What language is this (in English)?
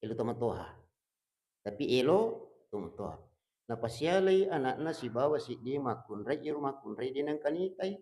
Buginese